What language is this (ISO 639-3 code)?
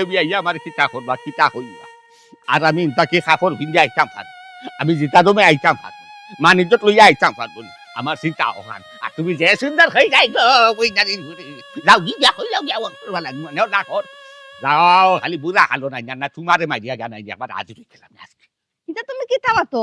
syl